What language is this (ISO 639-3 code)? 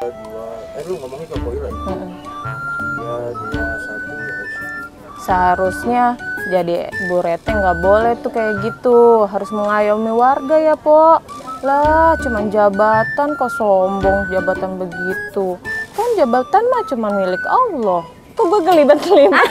bew